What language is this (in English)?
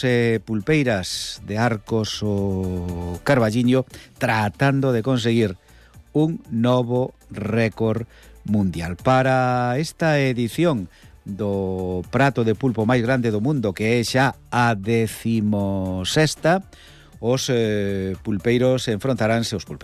Galician